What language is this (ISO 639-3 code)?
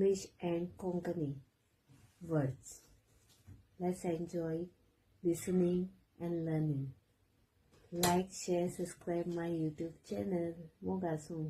kok